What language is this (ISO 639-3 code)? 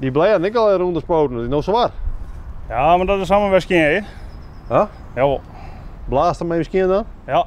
fry